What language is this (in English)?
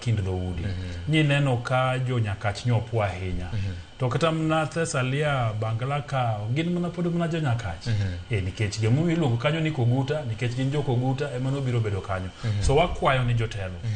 Luo (Kenya and Tanzania)